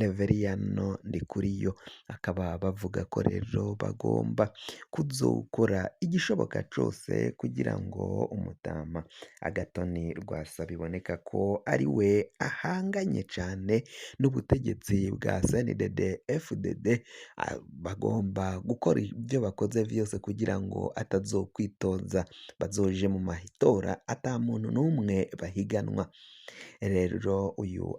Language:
Rundi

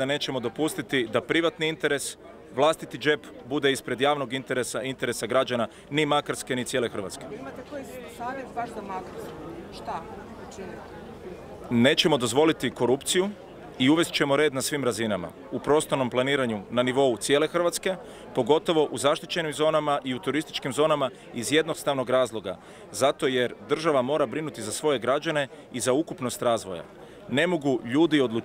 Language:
Croatian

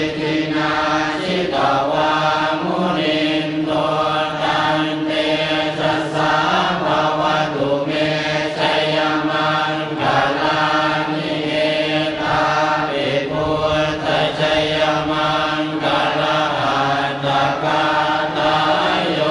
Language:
Pali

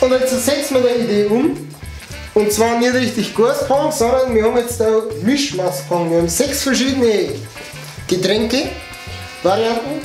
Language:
Bavarian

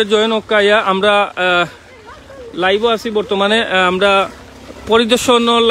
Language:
Sylheti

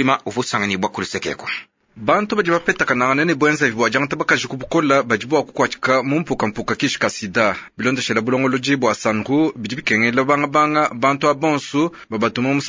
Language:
Luba-Lulua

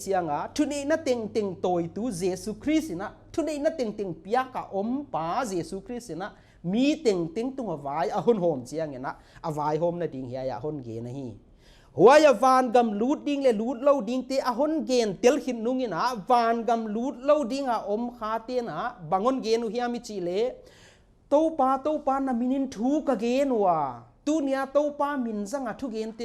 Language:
Paite Chin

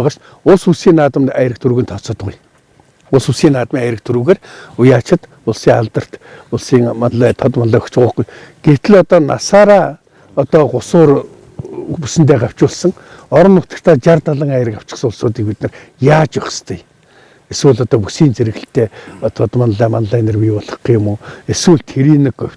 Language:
Mongolian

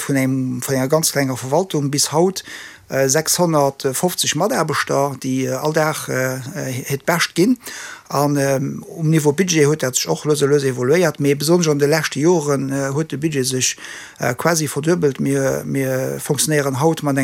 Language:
Luxembourgish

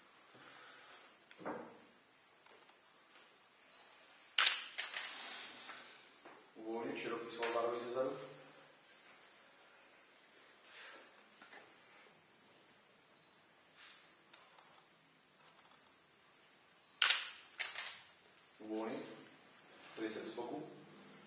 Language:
Slovak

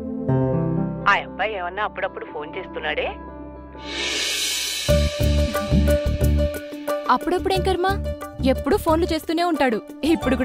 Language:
Telugu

